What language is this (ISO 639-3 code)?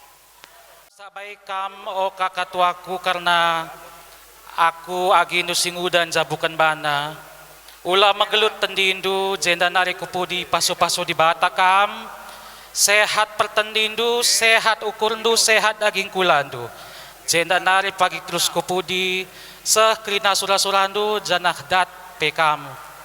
btx